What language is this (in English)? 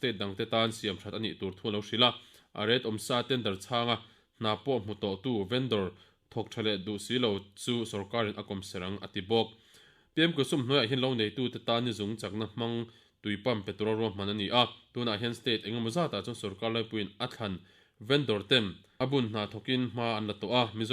Mizo